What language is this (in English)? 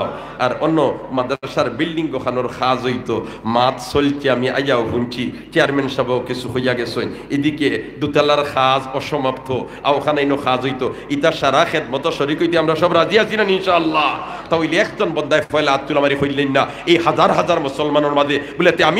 Sylheti